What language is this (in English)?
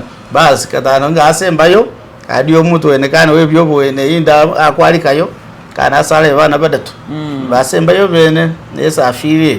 Masaaba